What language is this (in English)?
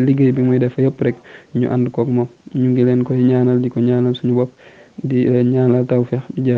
Wolof